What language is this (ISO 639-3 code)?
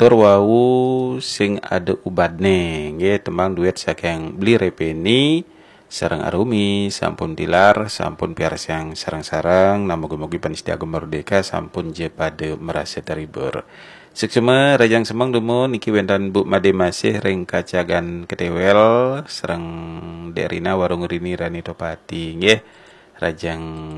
ban